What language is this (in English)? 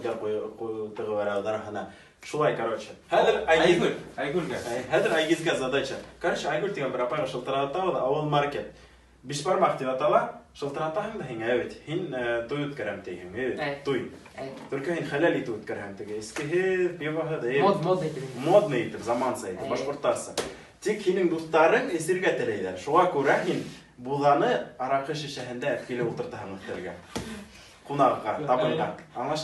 Bashkir